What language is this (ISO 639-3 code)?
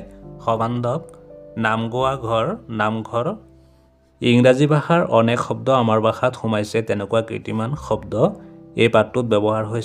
asm